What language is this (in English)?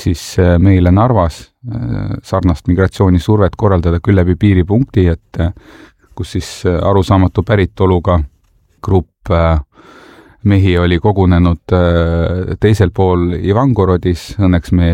Estonian